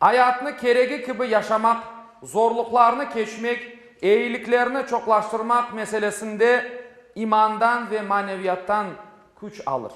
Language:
Crimean Tatar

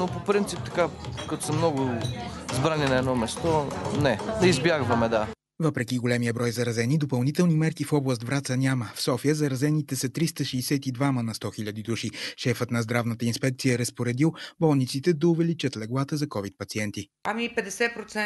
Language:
Bulgarian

